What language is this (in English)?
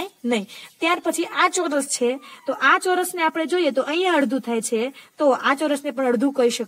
Gujarati